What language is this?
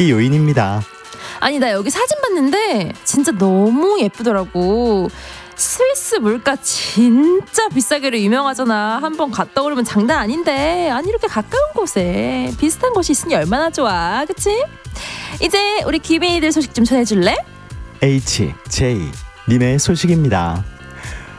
Korean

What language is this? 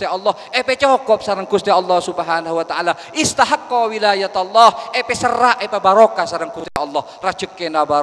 Madurese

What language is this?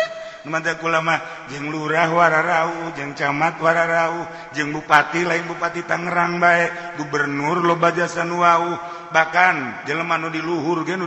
Sundanese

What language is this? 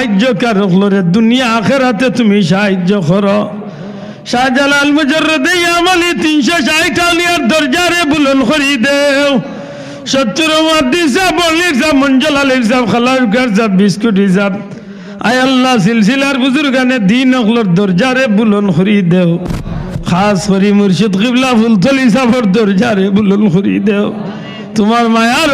Sylheti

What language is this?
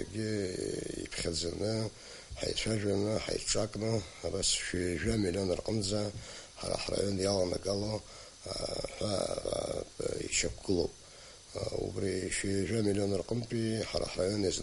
Abkhazian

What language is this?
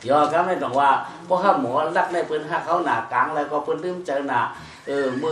Shan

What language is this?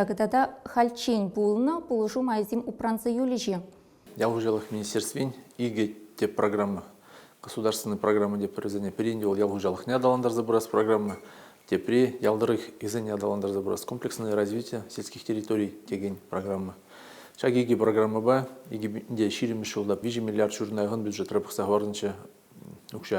Chuvash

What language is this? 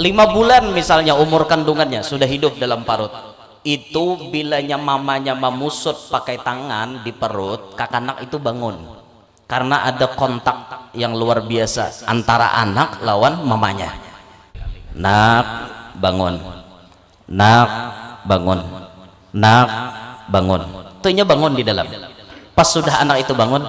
Banjar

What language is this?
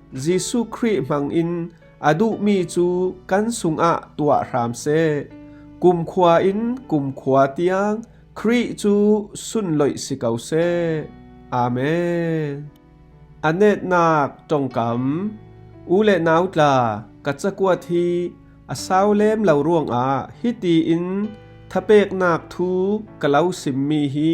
Falam Chin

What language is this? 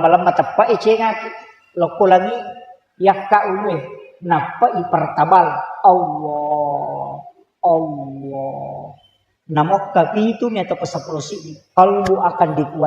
Buginese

